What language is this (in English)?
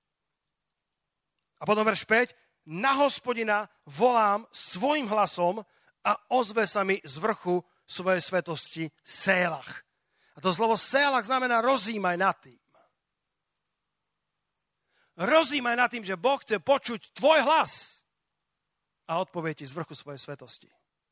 Slovak